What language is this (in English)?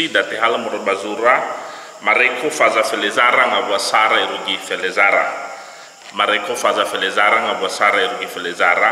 Nias